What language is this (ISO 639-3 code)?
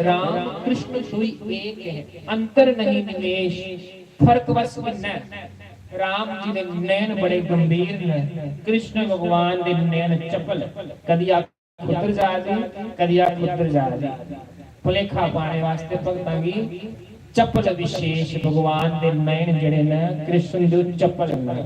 doi